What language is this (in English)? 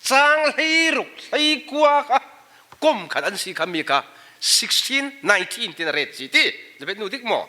Falam Chin